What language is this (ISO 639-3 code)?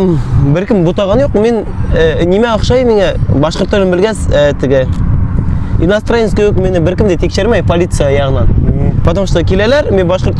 bak